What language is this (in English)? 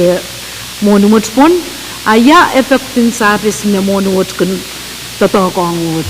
Pohnpeian